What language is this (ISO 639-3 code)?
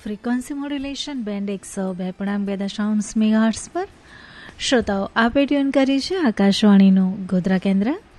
guj